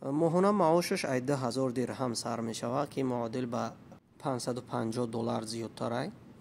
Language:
Tajik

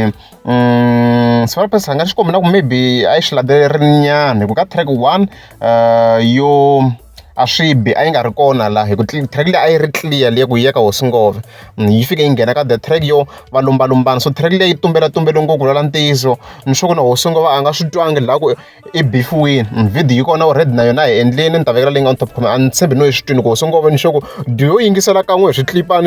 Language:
Tsonga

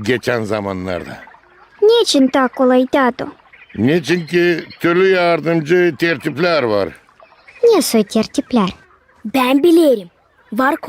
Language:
Gagauz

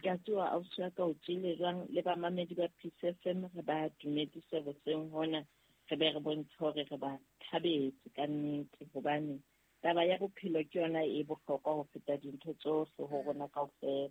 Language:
Southern Sotho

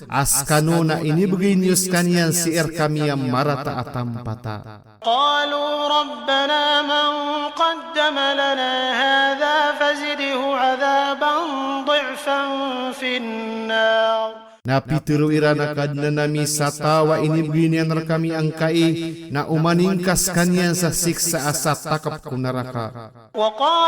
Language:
Maranao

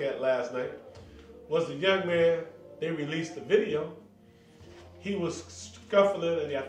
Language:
English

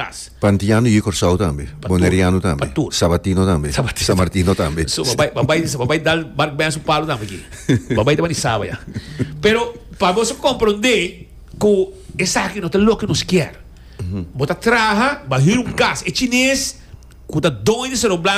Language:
Papiamento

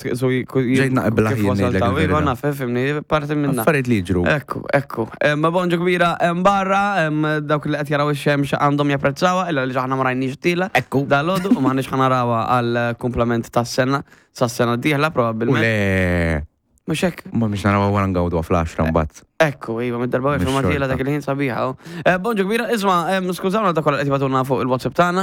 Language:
Maltese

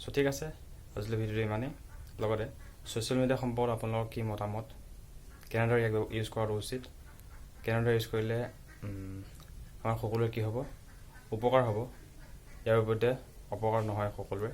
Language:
Assamese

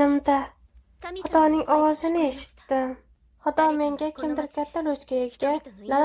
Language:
Uzbek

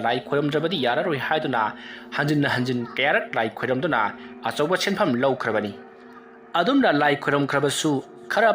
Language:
Manipuri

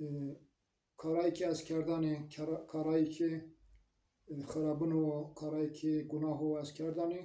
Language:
Zaza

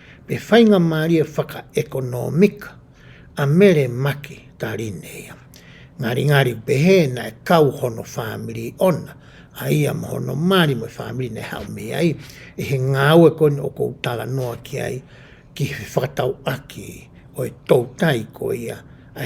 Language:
Tongan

